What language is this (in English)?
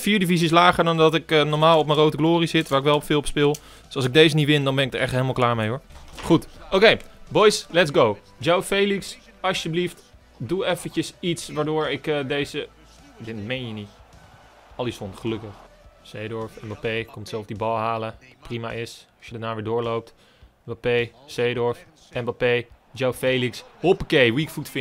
Dutch